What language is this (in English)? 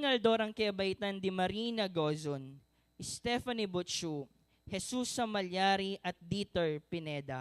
Pampanga